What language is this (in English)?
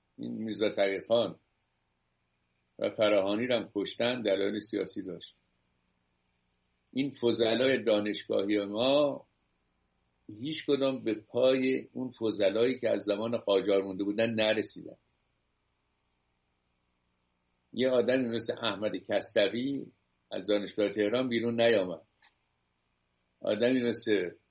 Persian